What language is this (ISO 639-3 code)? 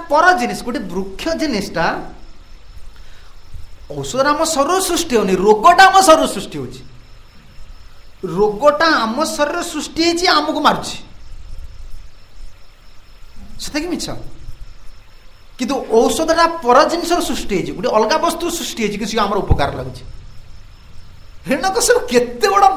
ori